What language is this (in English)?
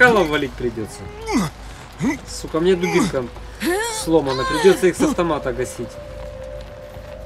Russian